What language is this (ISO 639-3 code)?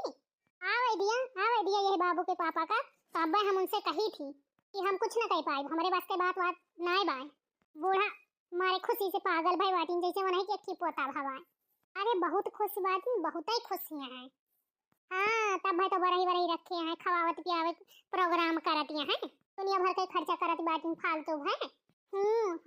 awa